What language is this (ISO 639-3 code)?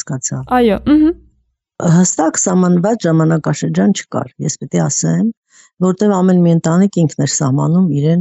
hye